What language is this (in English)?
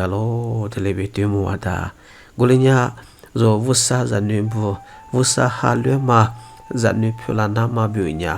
Lisu